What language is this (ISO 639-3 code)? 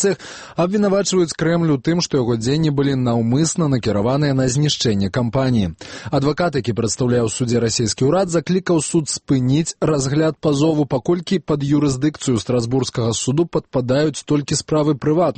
bel